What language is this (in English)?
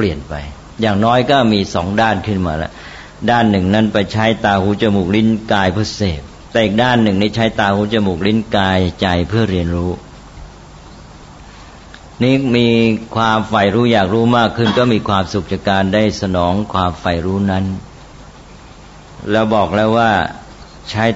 Thai